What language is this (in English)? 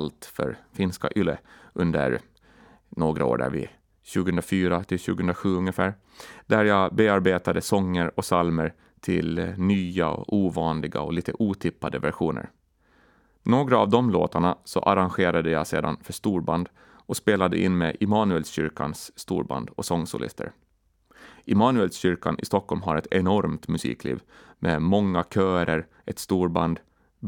Swedish